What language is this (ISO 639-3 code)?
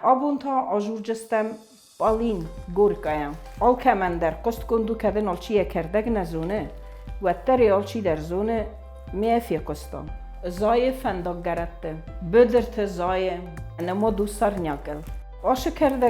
oss